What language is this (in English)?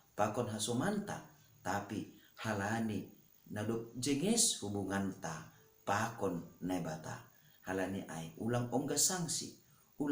Batak Simalungun